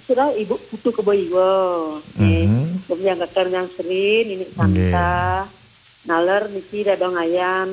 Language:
Balinese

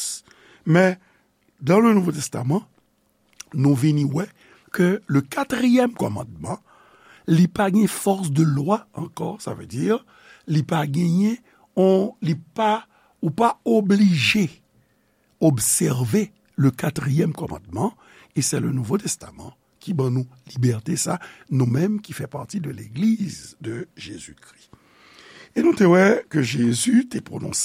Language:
Haitian Creole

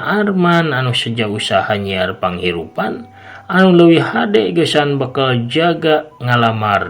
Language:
Sundanese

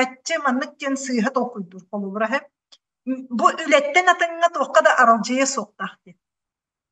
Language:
Yakut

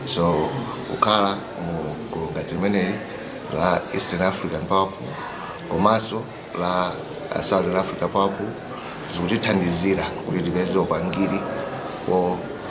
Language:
Nyanja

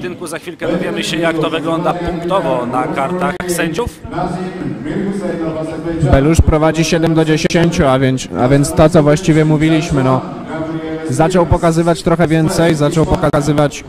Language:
Polish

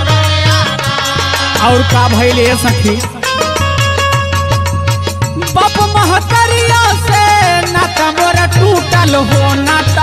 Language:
Bhojpuri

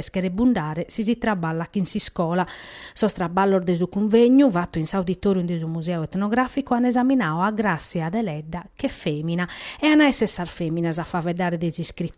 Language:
Sardinian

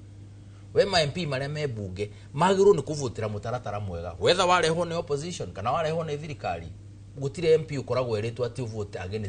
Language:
Kikuyu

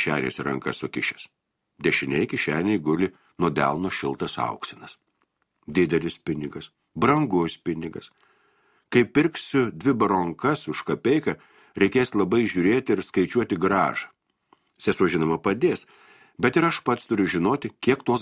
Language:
Lithuanian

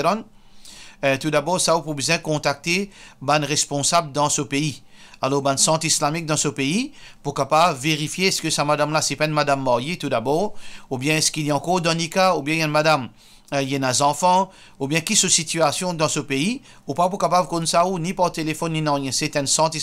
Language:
Morisyen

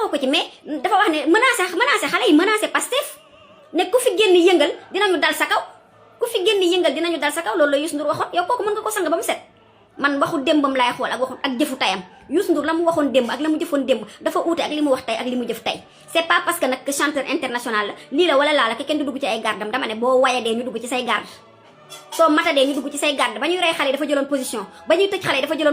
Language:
Wolof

